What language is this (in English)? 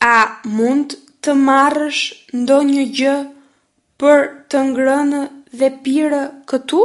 Albanian